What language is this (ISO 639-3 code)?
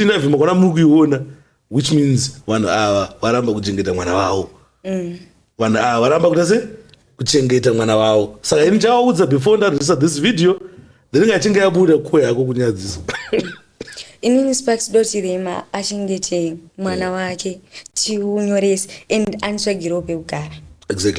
sna